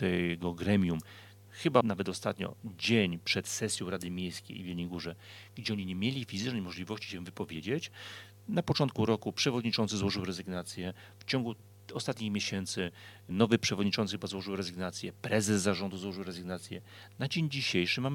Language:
Polish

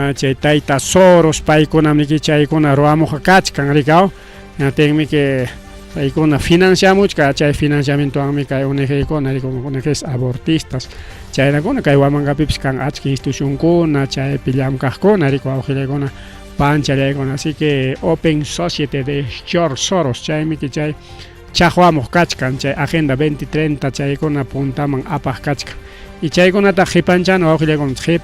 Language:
Ayacucho Quechua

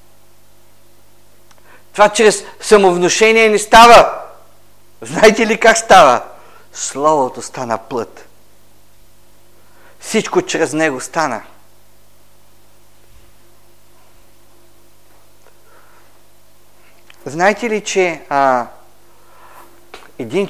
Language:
Bulgarian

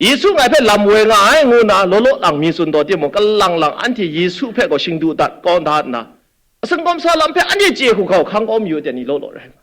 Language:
Kachin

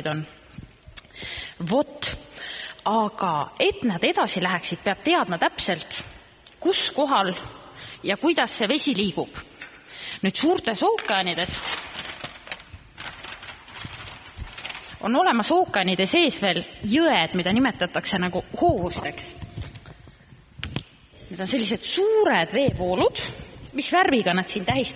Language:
Estonian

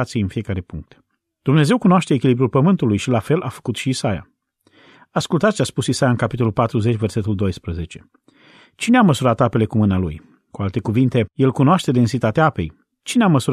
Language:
Romanian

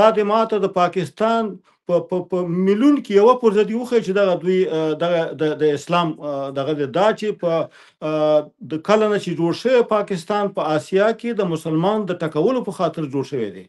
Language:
Pashto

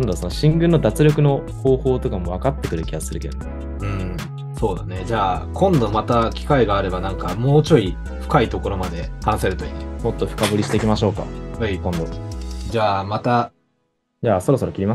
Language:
Japanese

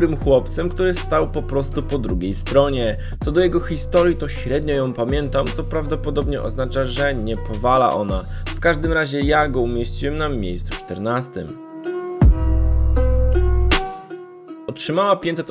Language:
Polish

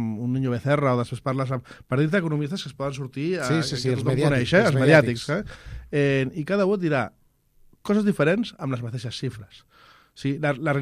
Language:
Catalan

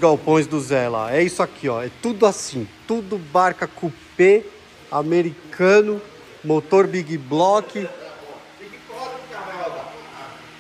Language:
Portuguese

